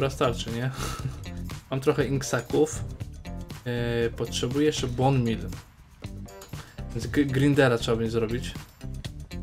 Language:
Polish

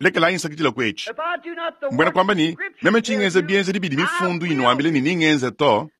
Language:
Luba-Lulua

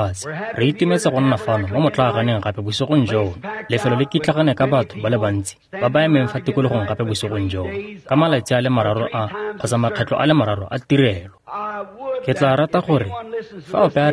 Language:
Tswana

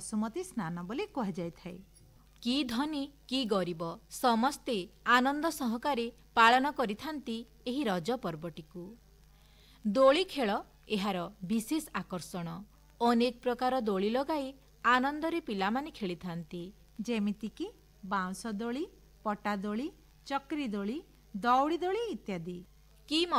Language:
Odia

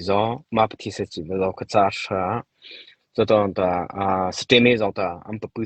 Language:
Mara Chin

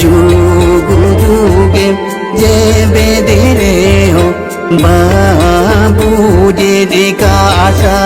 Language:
Santali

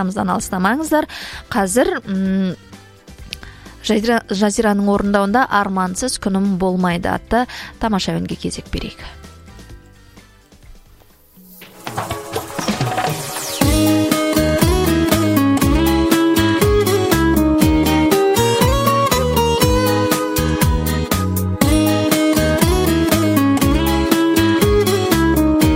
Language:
Kazakh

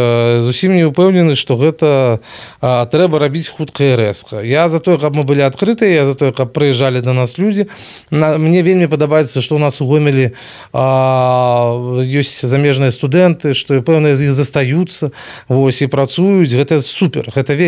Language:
Belarusian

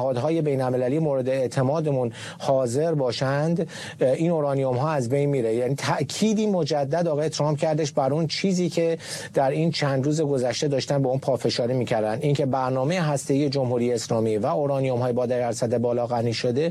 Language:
Persian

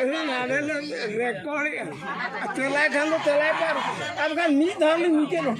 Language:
Santali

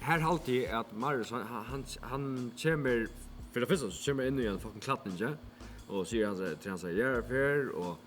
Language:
Faroese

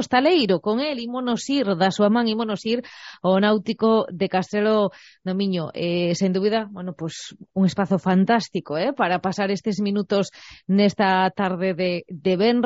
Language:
Galician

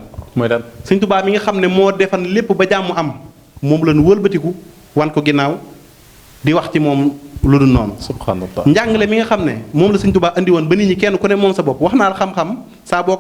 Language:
Wolof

